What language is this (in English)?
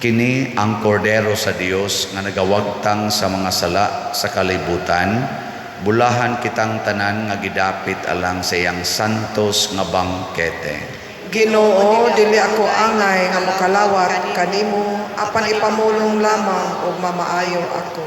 Cebuano